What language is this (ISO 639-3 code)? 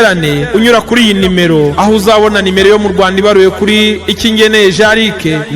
kin